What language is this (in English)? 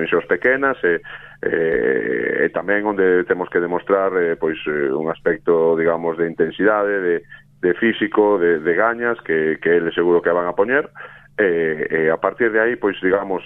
Galician